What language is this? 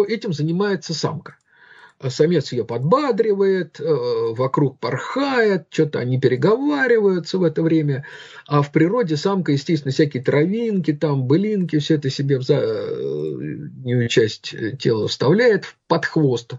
Russian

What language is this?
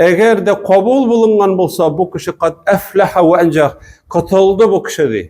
Tatar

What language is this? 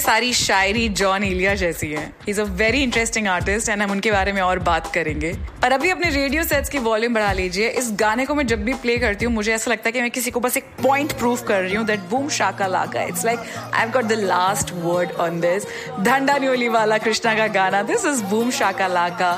Hindi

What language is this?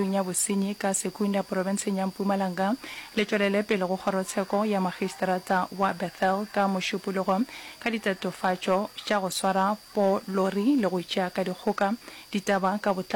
Northern Sotho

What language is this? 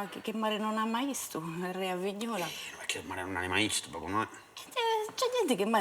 Sardinian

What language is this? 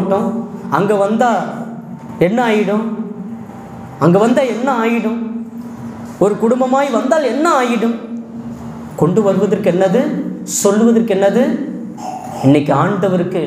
Tamil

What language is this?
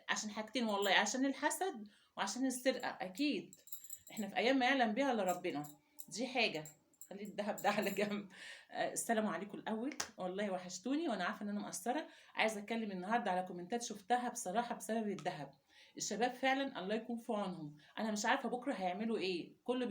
Egyptian Arabic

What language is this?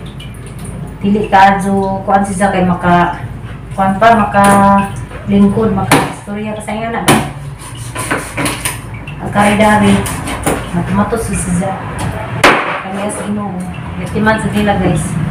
Cebuano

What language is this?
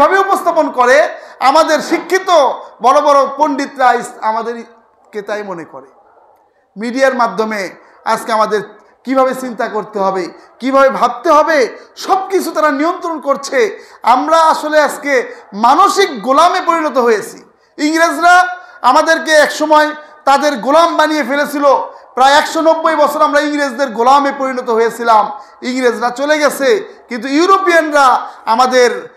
Bangla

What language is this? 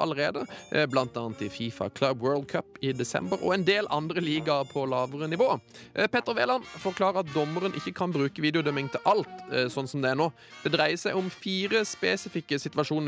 Norwegian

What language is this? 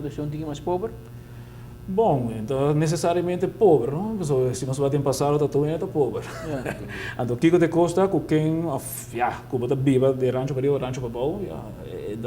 Papiamento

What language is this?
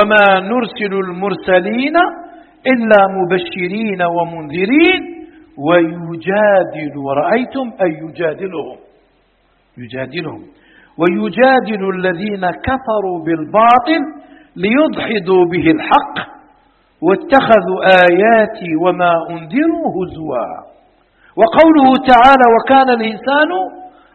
Arabic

